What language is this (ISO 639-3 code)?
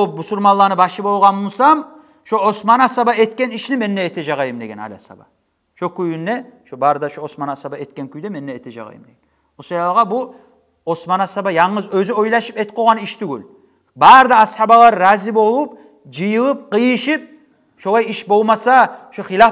kum